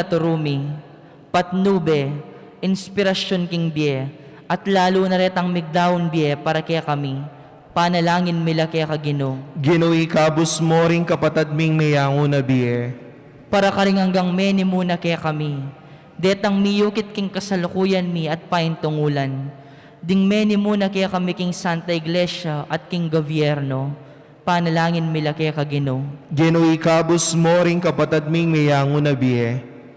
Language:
Pampanga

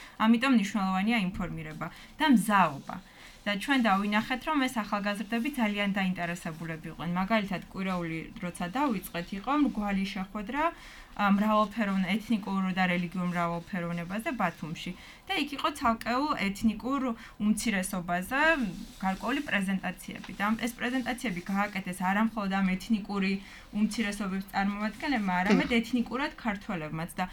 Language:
Georgian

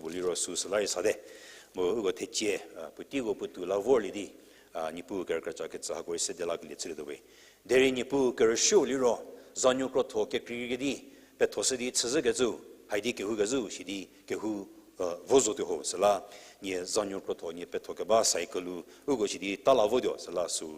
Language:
Angami Naga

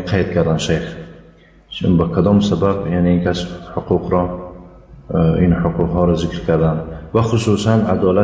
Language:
Tajik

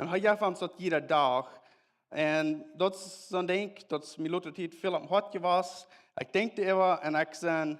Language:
Plautdietsch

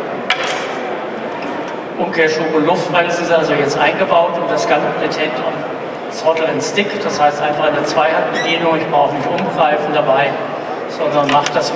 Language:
German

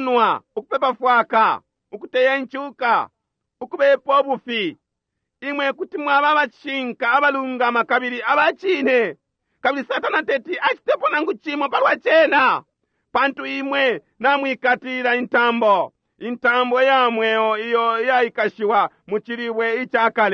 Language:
Bemba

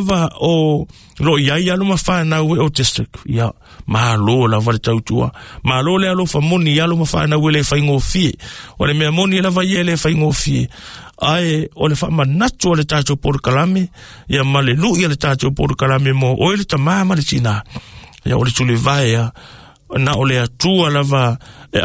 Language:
Samoan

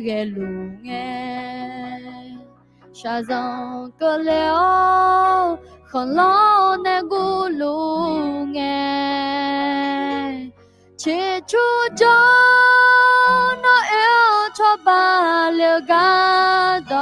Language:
Akha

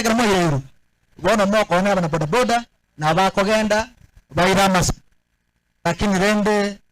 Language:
Gusii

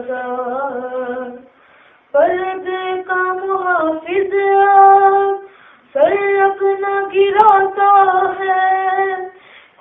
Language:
Urdu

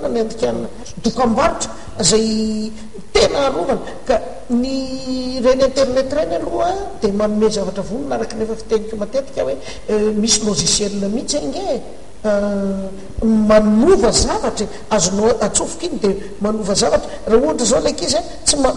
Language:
Malagasy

